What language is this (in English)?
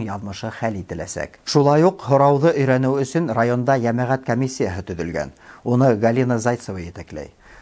Bashkir